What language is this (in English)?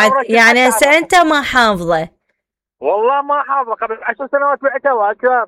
Mesopotamian Arabic